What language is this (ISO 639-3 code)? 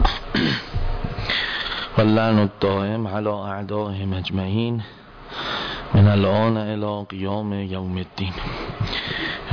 fas